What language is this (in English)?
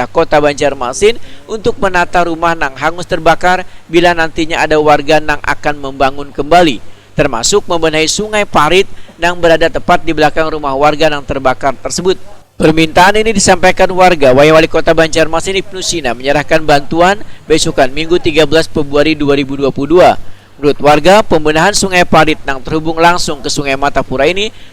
Banjar